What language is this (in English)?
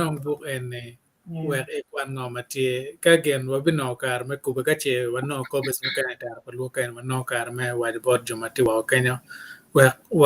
Acoli